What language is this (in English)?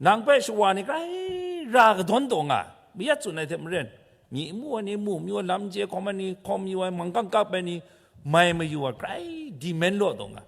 Kachin